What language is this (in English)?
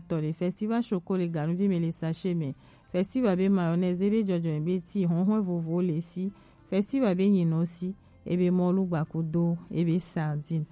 Gen